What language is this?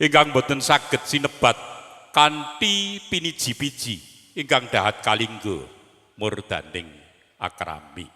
Javanese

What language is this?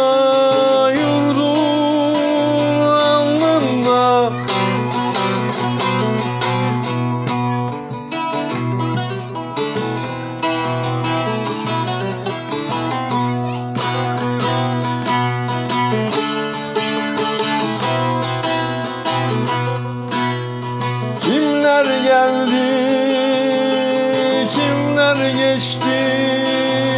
Turkish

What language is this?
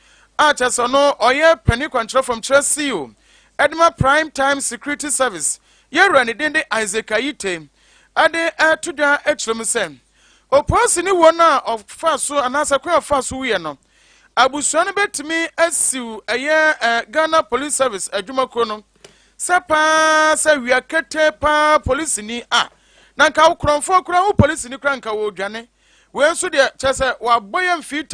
Akan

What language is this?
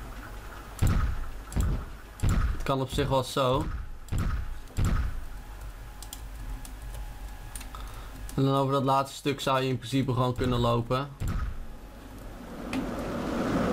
Dutch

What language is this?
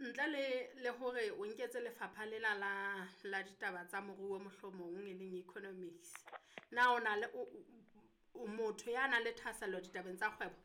Southern Sotho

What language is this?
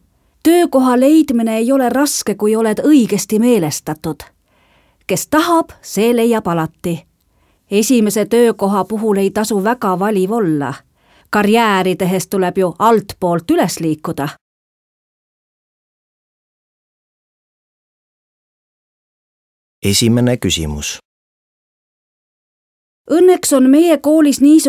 Estonian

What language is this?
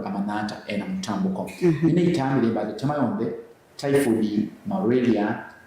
Kamba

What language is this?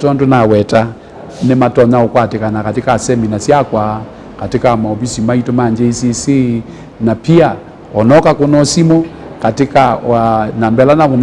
Kamba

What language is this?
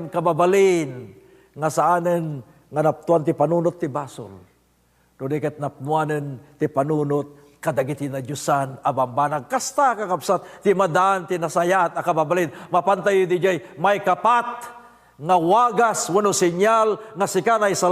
Iloko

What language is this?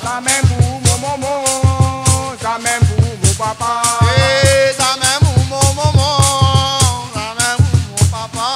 Réunion Creole French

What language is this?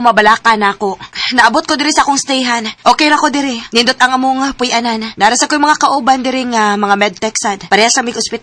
Cebuano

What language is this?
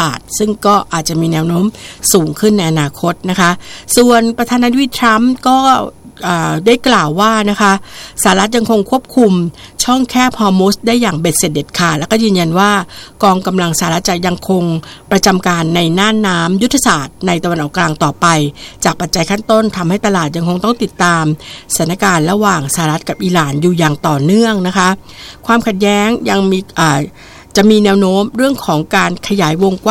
Thai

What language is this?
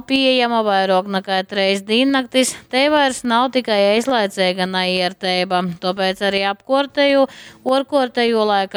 Latgalian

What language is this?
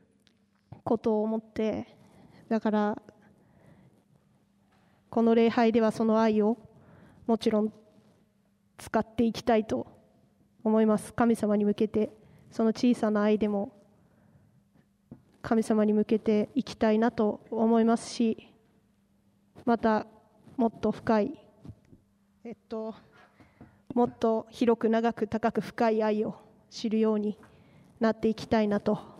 Japanese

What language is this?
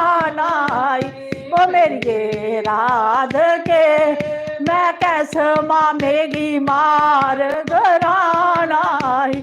Dogri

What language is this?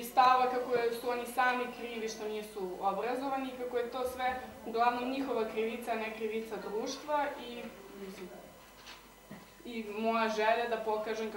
Serbian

